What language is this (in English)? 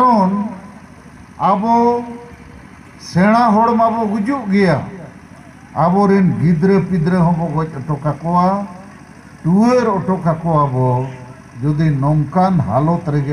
Santali